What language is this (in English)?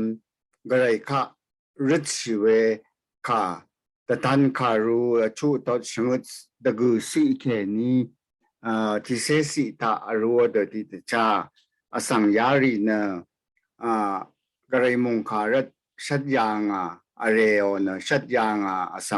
Rawang